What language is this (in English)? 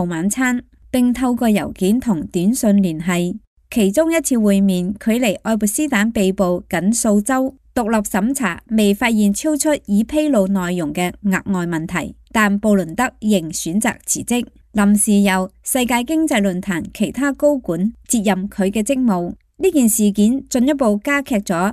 Cantonese